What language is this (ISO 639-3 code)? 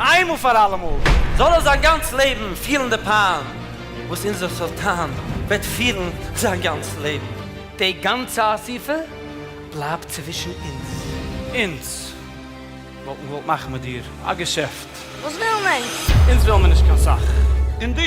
yid